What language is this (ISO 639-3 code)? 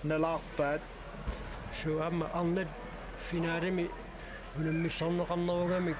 kal